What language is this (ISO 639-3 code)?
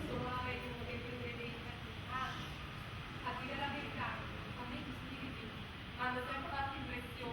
nap